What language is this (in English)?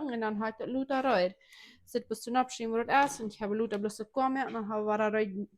Plautdietsch